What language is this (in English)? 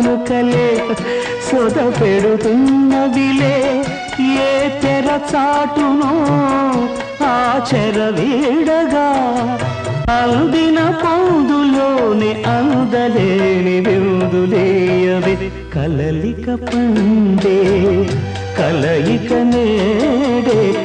Telugu